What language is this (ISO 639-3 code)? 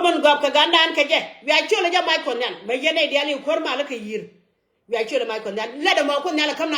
nus